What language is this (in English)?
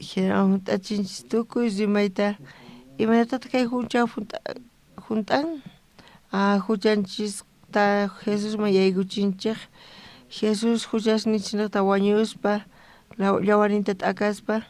South Bolivian Quechua